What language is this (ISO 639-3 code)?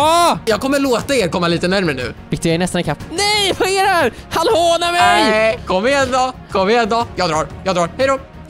swe